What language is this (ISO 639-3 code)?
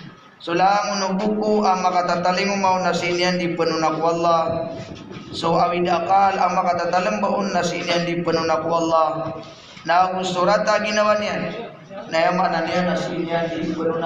mrw